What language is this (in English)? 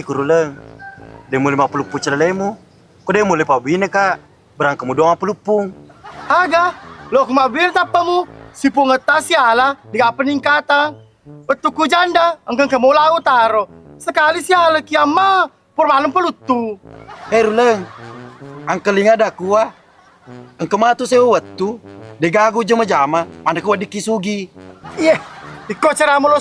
Buginese